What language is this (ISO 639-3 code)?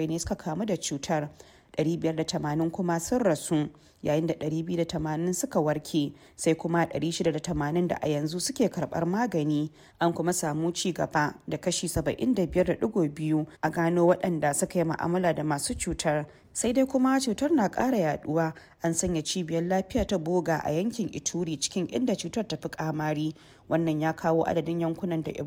hau